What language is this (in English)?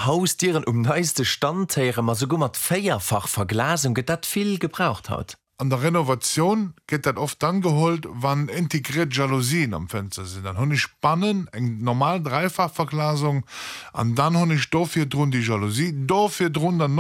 Luxembourgish